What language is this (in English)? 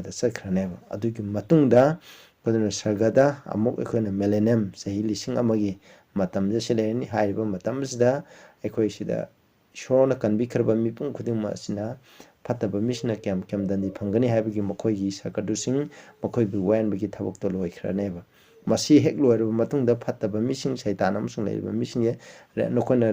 Manipuri